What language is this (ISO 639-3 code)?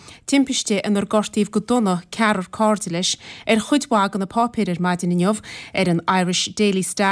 gle